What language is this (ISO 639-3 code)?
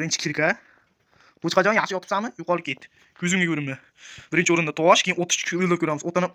uzb